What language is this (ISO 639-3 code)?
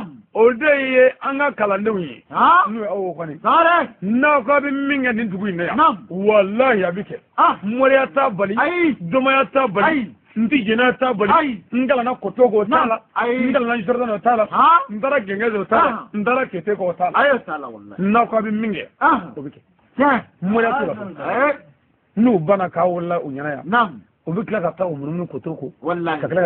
bam